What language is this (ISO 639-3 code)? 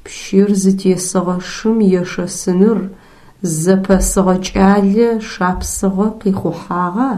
ady